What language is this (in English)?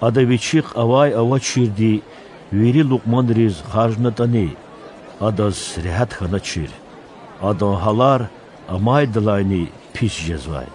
Lezghian